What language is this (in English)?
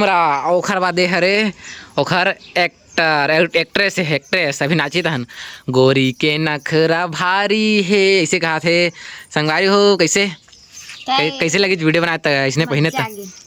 Chhattisgarhi